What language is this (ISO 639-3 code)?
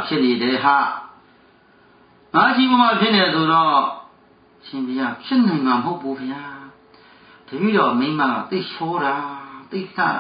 mya